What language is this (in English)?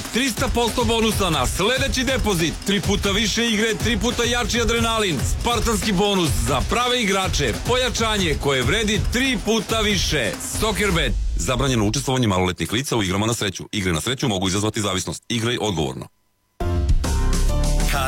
Serbian